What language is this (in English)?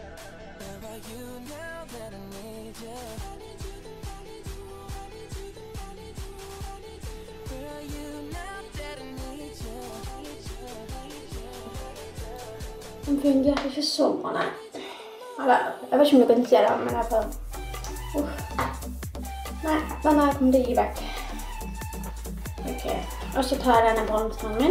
Norwegian